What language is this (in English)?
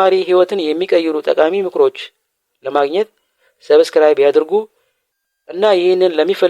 Amharic